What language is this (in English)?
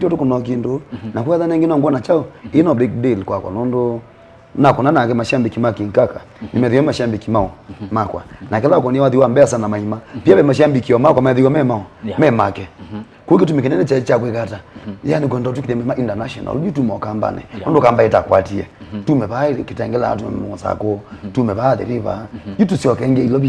Kamba